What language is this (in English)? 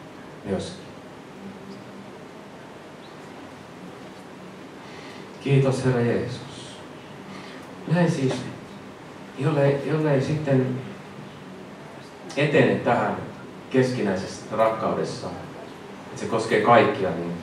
Finnish